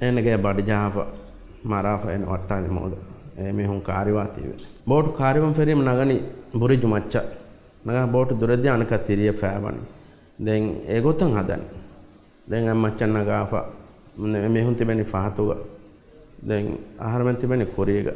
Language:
Divehi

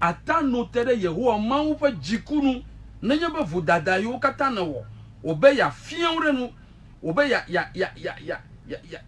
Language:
Ewe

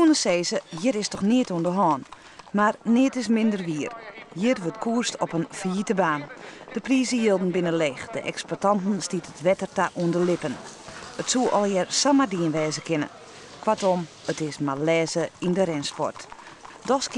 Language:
Western Frisian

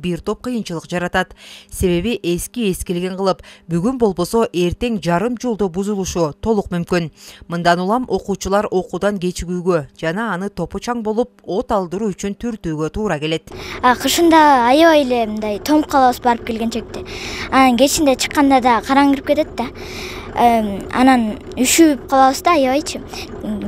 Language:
Kyrgyz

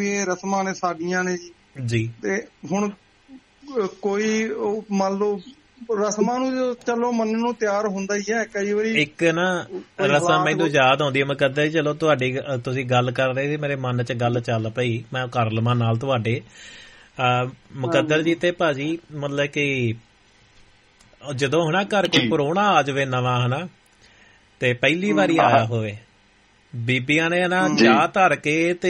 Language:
Punjabi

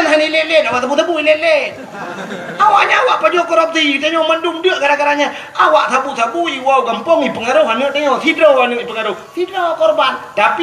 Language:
Achinese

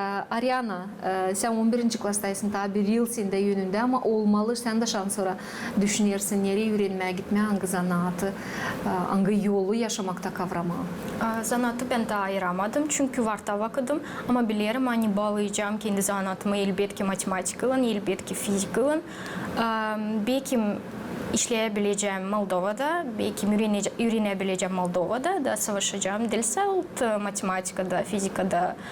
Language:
Gagauz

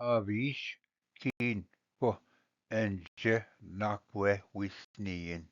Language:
Ojibwa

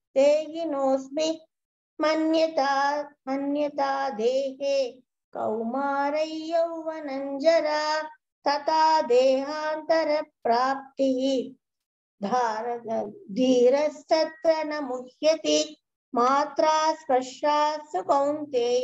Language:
Sanskrit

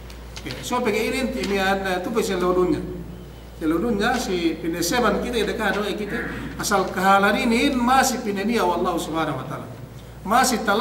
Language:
Yakan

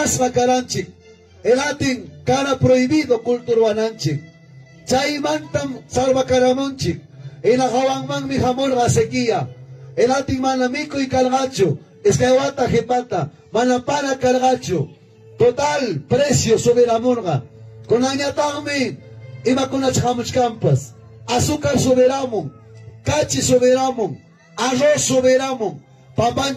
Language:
Ayacucho Quechua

